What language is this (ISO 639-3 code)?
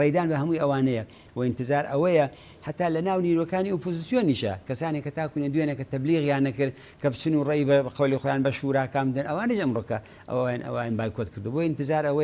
ckb